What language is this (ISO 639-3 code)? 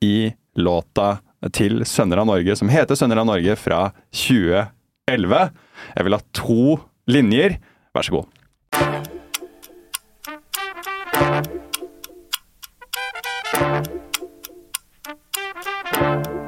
nor